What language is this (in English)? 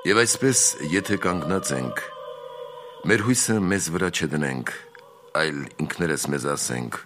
Armenian